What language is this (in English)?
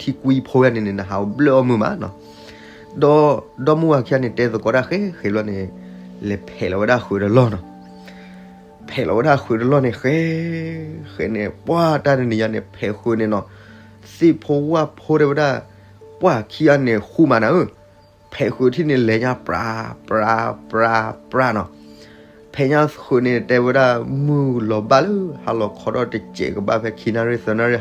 S'gaw Karen